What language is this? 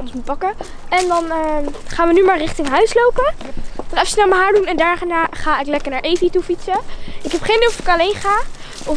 Dutch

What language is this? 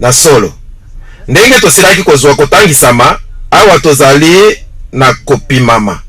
Lingala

